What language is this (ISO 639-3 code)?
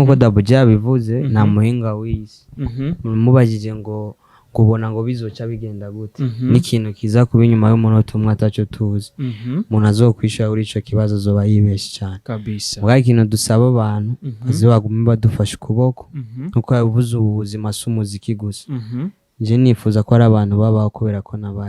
run